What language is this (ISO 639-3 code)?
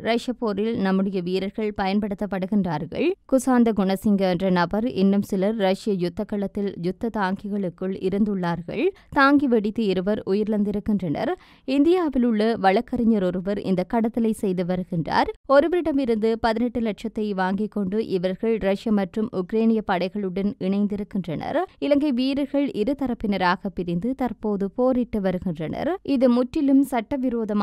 tam